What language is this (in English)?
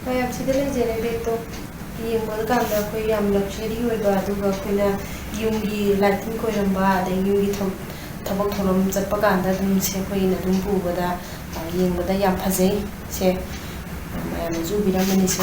Manipuri